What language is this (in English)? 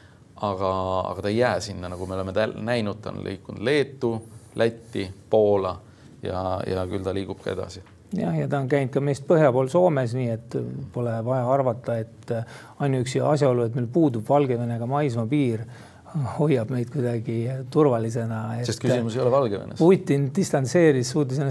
Estonian